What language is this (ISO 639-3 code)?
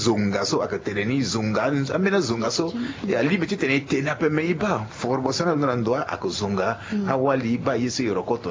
sag